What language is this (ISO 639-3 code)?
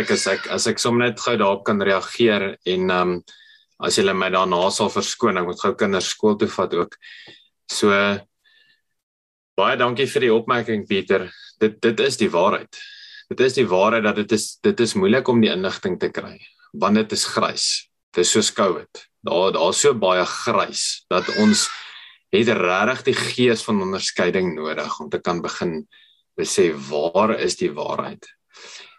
afr